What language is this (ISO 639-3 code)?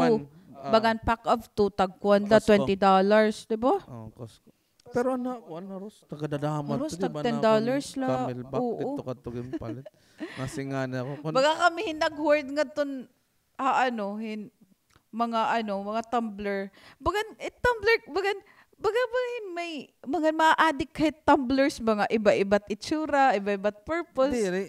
war